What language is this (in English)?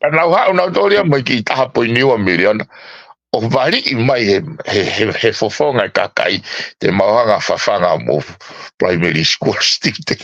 Tongan